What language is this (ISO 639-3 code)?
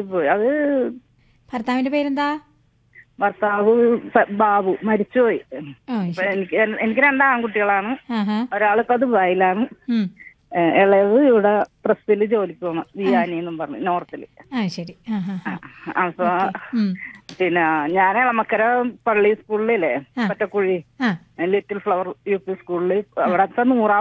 mal